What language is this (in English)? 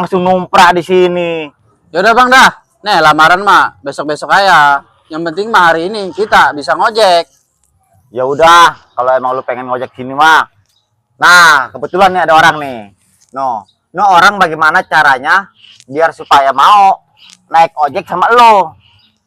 Betawi